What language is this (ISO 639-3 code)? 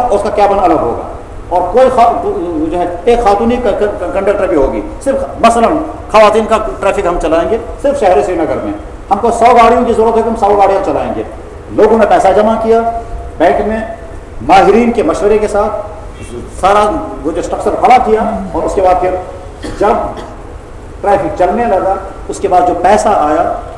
urd